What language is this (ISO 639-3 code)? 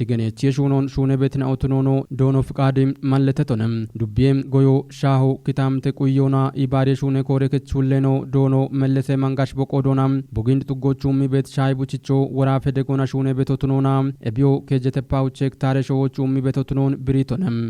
kbr